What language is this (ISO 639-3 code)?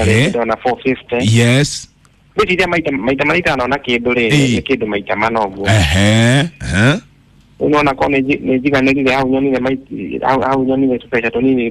kik